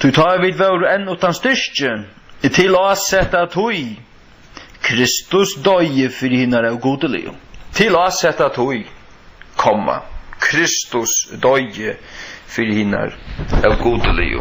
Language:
Faroese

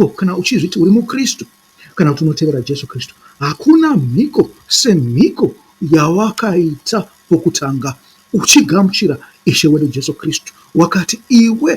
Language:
Shona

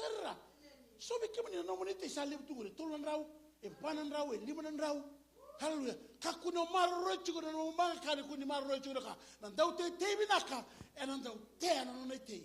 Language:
Fijian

